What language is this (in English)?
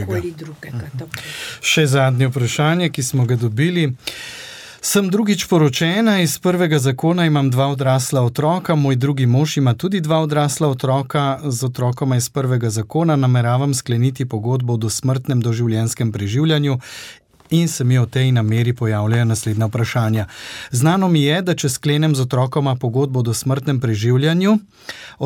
Slovenian